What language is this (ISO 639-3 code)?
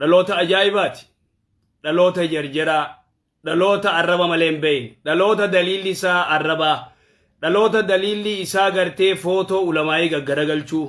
orm